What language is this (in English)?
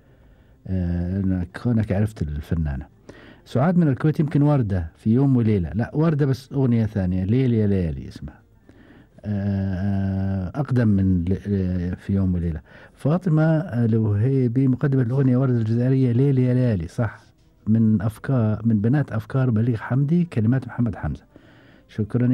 Gulf Arabic